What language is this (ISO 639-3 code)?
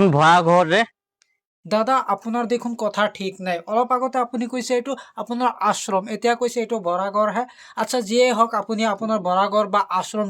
asm